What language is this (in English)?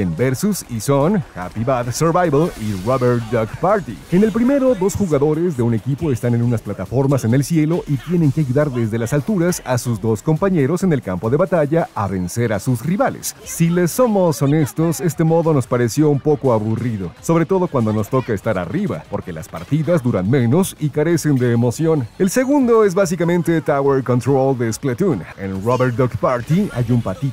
Spanish